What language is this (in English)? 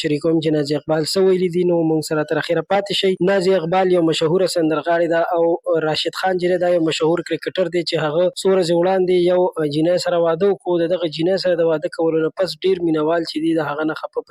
Pashto